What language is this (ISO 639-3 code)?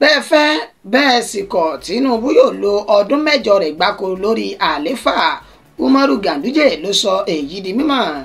yor